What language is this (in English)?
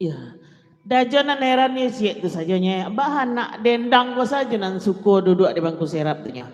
Minangkabau